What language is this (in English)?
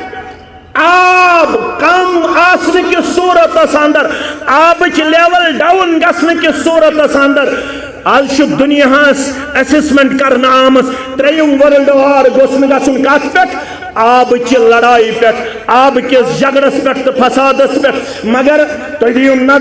Kashmiri